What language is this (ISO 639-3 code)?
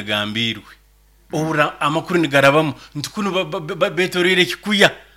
nyo